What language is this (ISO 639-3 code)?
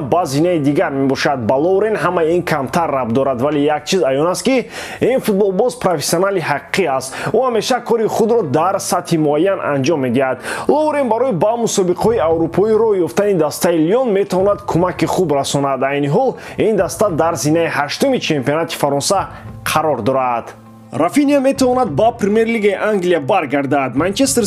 tgk